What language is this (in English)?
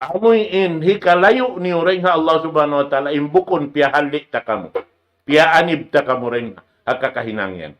Tausug